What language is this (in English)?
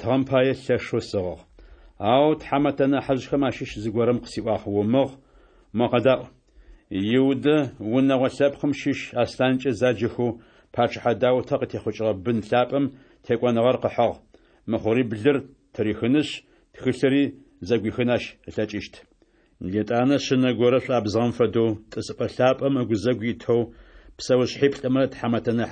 Adyghe